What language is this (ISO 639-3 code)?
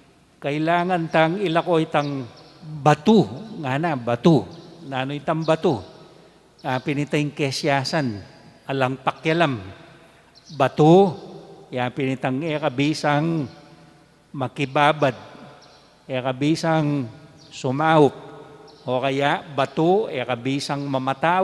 pam